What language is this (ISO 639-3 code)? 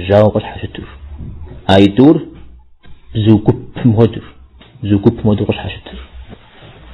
kbd